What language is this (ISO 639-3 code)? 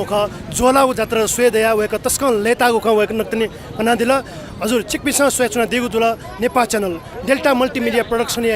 new